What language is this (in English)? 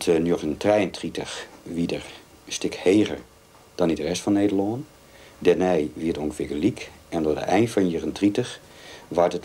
Western Frisian